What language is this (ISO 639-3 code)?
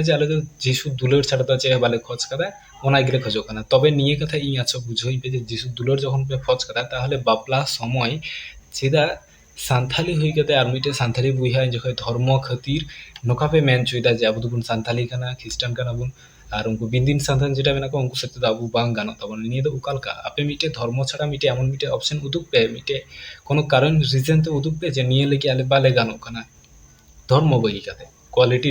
sat